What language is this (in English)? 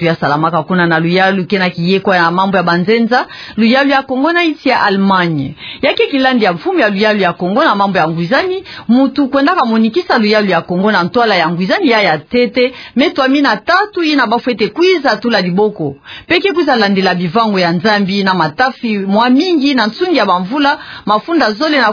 Kituba (Democratic Republic of Congo)